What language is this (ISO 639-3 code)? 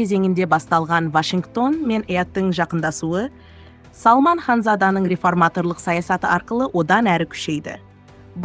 kaz